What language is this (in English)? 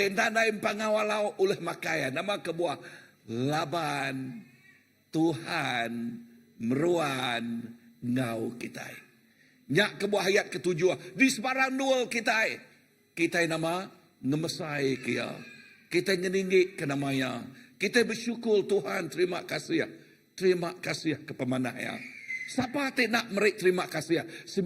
Iban